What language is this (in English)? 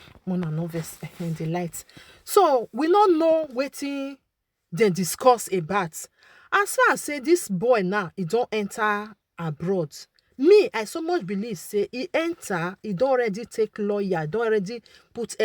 Nigerian Pidgin